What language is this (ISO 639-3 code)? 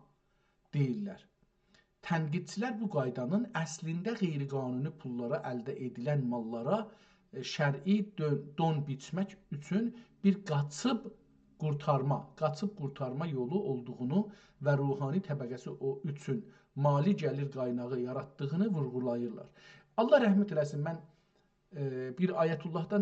azb